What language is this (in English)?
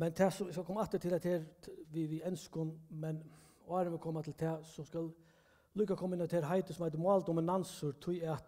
Faroese